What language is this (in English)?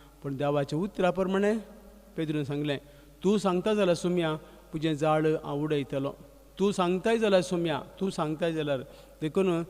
Konkani